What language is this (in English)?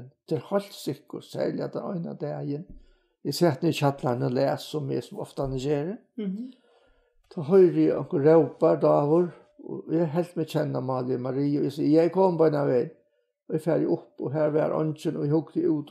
Faroese